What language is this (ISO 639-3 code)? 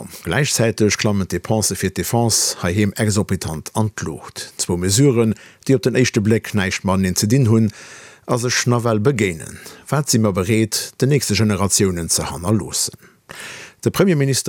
ltz